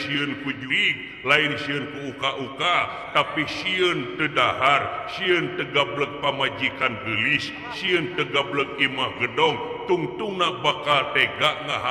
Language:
Sundanese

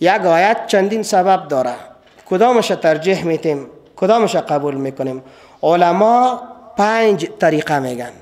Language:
Persian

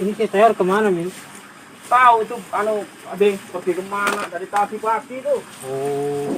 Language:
Betawi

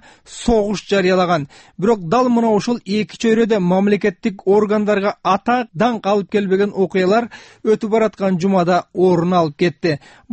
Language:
Kyrgyz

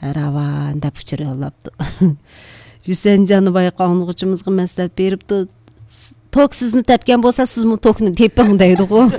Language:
Uyghur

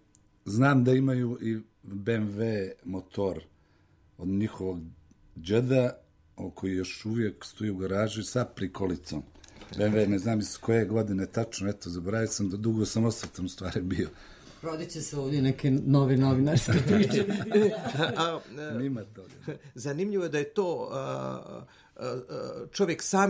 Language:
Serbian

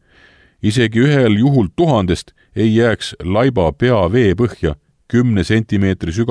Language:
Estonian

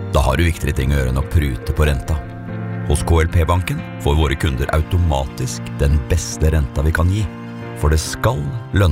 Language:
Norwegian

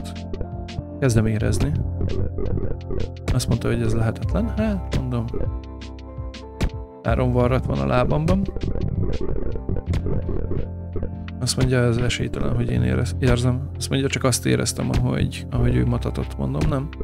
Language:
Hungarian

